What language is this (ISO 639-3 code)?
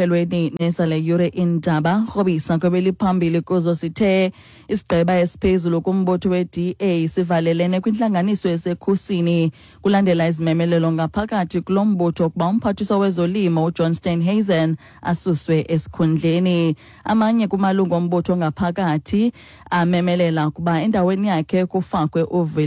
xho